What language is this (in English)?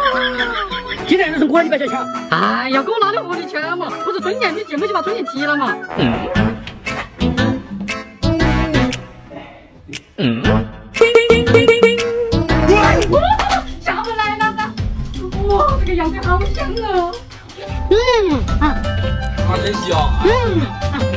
Chinese